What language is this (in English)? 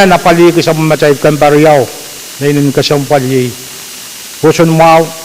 Pohnpeian